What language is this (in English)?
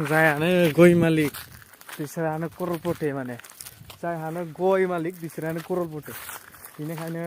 Bodo